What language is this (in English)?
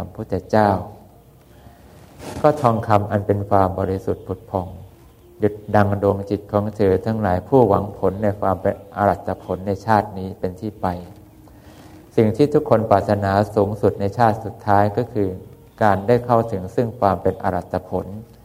Thai